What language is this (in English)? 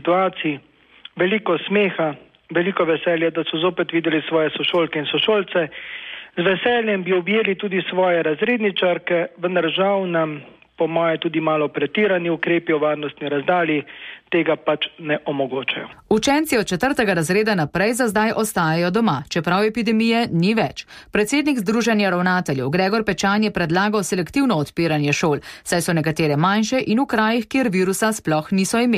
Slovenian